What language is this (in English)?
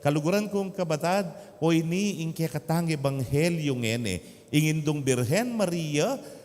Pampanga